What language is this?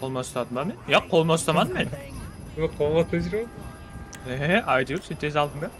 Kara-Kalpak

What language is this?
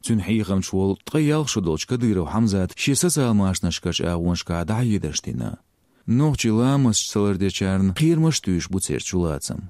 Chechen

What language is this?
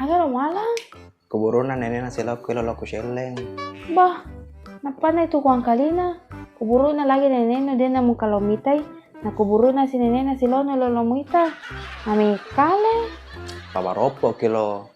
Buginese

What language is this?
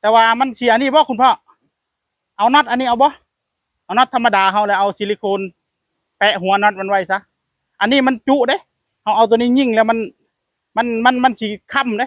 Northeastern Thai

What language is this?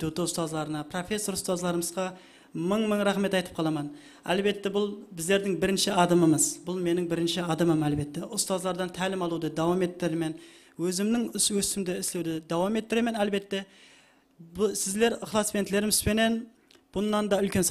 Kara-Kalpak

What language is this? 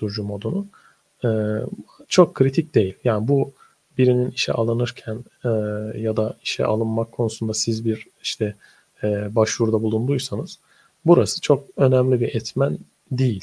Turkish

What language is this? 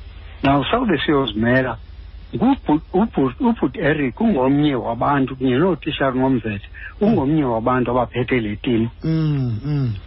Xhosa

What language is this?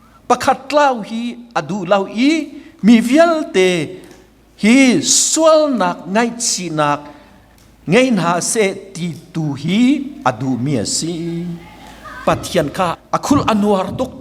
Hakha Chin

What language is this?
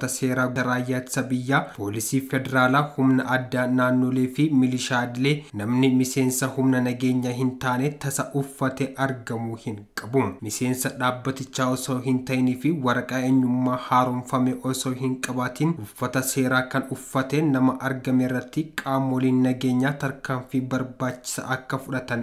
Oromo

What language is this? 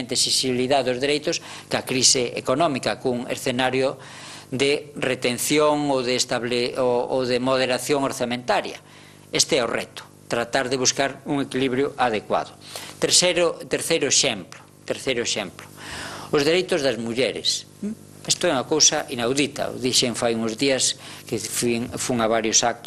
Galician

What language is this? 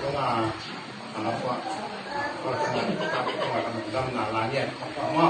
Tedim Chin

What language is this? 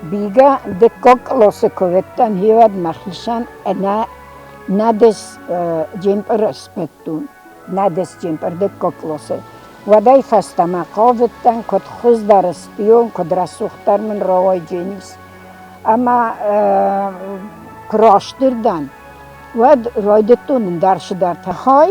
Ossetic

